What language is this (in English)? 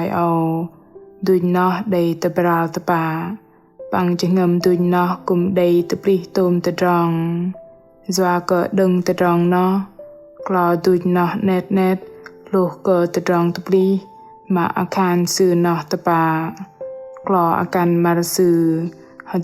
Bahnar